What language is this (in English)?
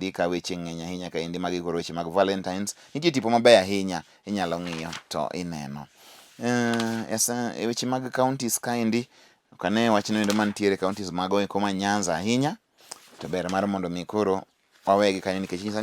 Luo (Kenya and Tanzania)